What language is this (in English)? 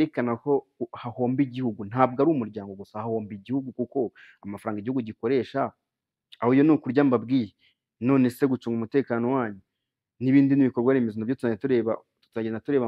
Kinyarwanda